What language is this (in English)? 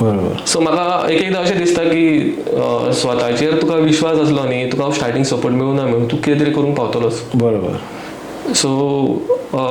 Konkani